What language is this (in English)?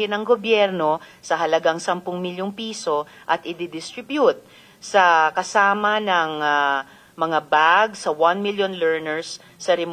Filipino